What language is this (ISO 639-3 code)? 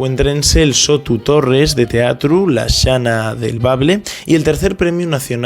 ast